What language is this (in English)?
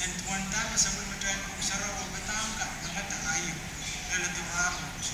Pohnpeian